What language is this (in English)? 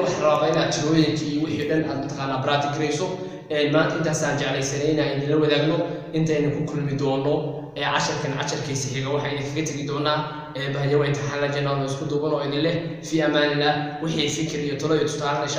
Somali